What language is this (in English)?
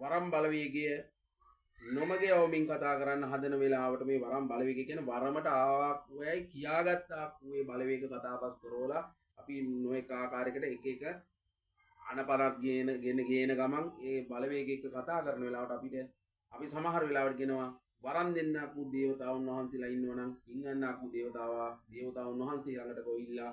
Sinhala